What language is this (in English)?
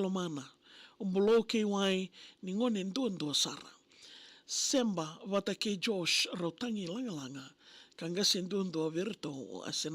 Fijian